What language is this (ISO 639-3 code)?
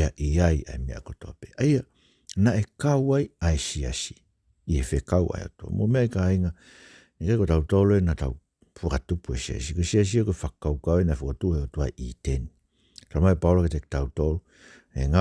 ton